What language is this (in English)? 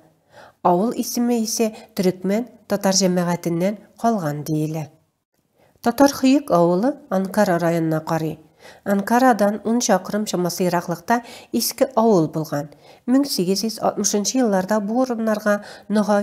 Tatar